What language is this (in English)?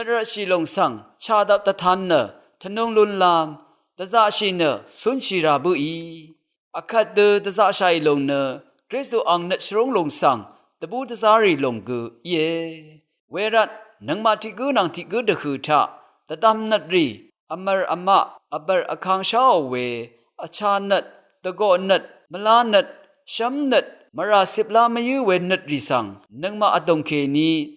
Rawang